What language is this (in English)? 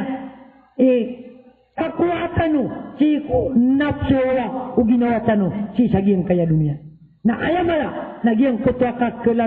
Maranao